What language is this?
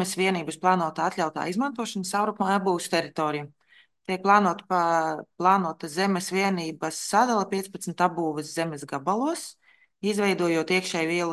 Latvian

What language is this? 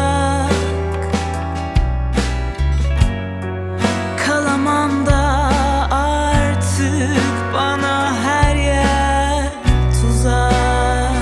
Turkish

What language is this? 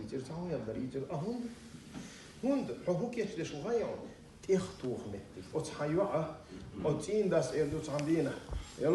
Chechen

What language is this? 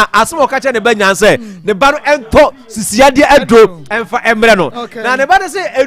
Akan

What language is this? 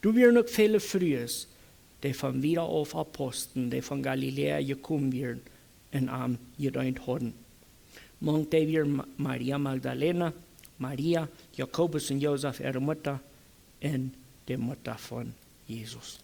Plautdietsch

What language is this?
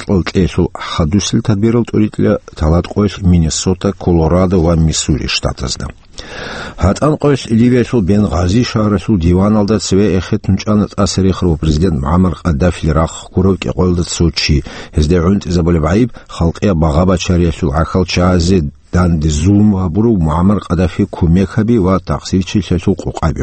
Avaric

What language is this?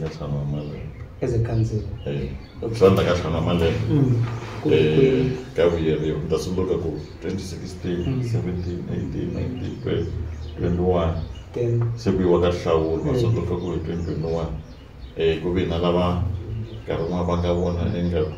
Tsonga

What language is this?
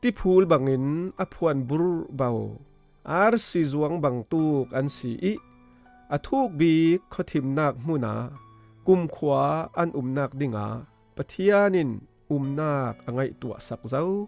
Falam Chin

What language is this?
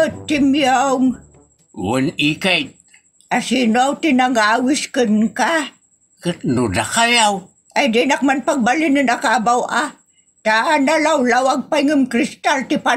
Iloko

